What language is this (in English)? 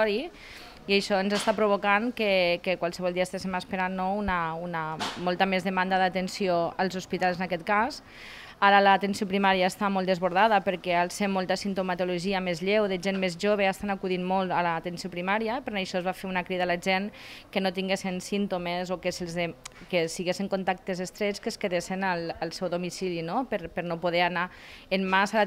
Catalan